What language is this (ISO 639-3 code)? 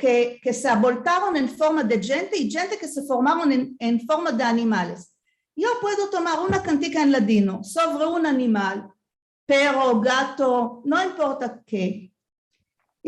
lad